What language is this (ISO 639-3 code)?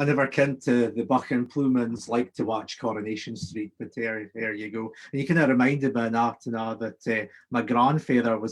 sco